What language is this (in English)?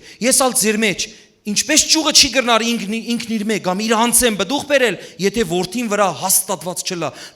Western Armenian